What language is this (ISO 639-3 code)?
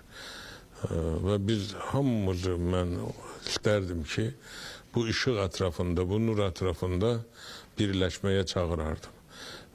aze